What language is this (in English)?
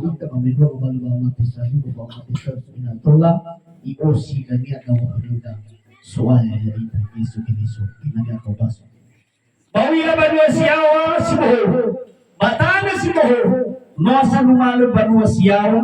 Nias